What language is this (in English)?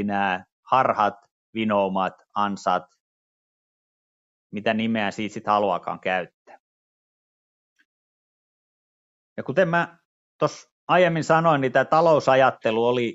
Finnish